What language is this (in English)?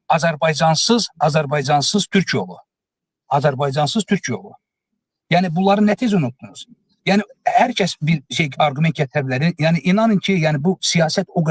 Azerbaijani